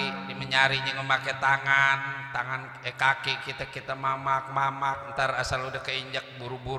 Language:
Betawi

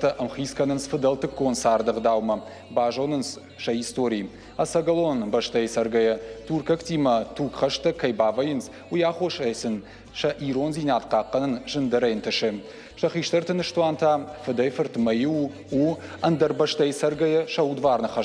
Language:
Ossetic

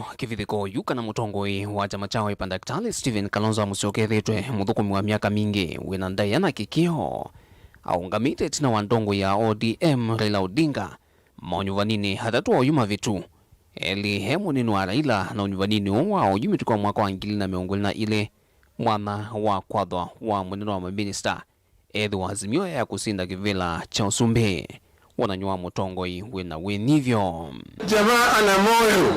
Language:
Kamba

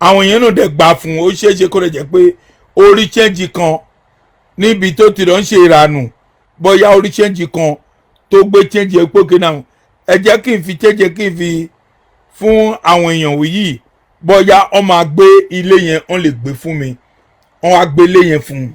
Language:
Yoruba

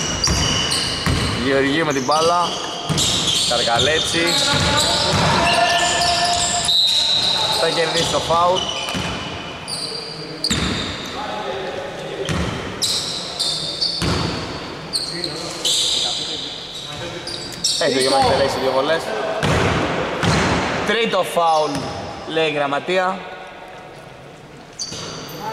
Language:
Greek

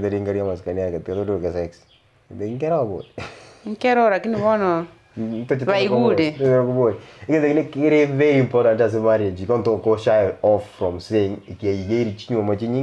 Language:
Gusii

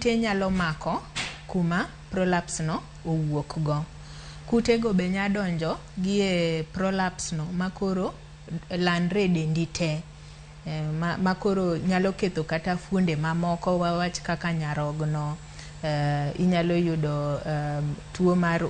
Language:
Luo (Kenya and Tanzania)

